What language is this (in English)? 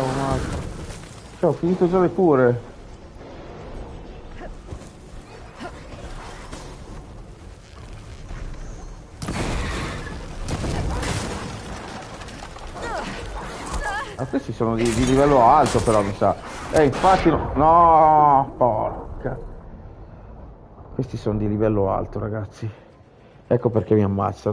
Italian